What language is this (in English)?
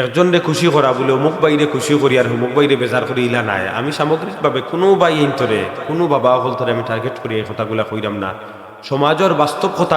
Sylheti